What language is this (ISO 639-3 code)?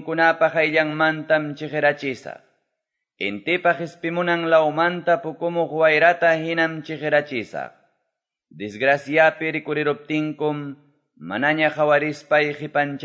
que